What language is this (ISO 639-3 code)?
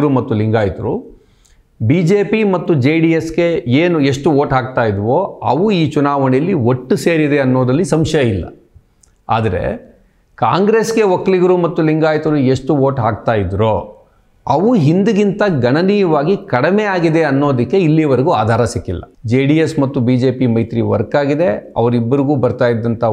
kan